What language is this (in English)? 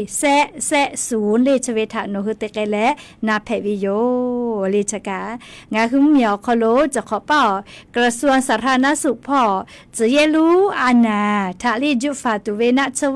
Lahu